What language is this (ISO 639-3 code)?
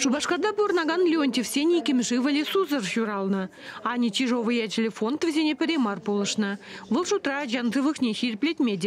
chv